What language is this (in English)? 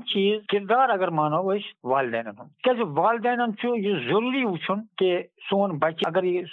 Kashmiri